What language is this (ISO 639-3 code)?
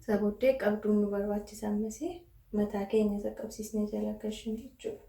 orm